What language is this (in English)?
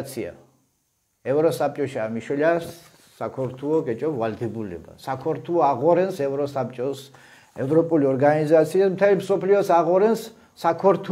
Mingrelian